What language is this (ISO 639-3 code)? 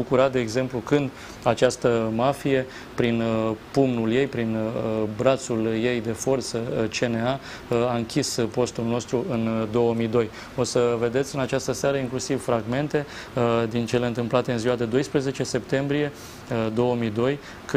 ron